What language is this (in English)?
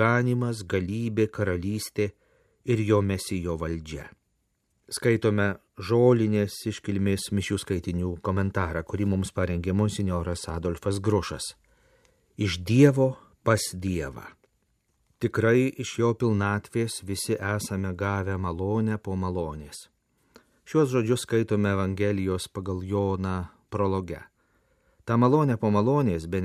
Lithuanian